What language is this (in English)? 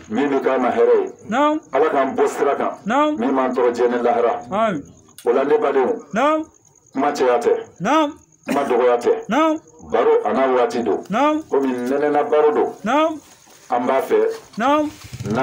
Bambara